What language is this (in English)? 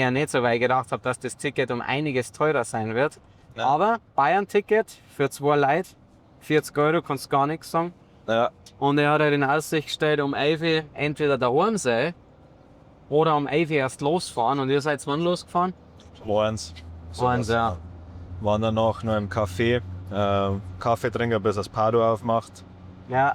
Bavarian